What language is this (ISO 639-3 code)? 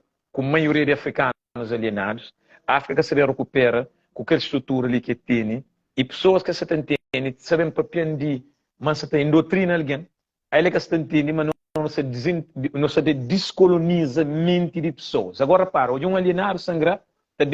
kea